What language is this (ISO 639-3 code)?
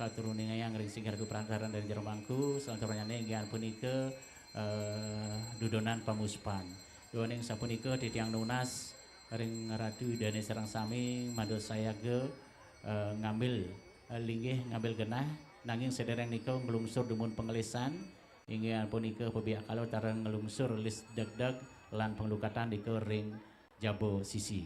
ban